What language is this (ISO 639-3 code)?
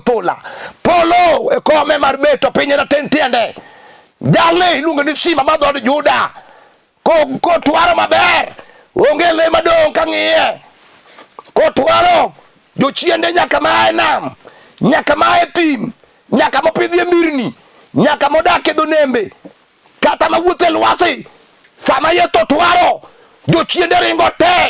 luo